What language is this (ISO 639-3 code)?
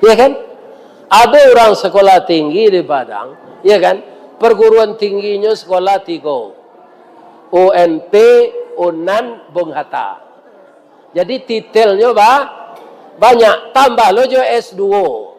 min